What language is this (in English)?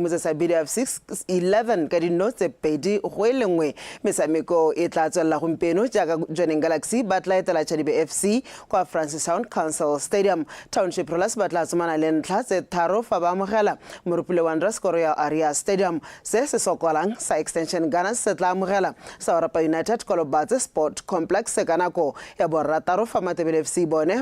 Tswana